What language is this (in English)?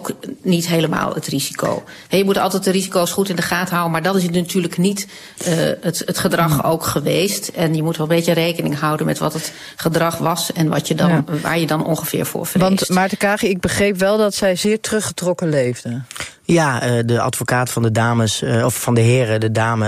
Dutch